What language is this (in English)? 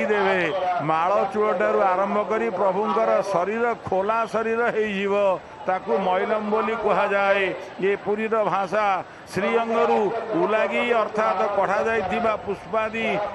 Odia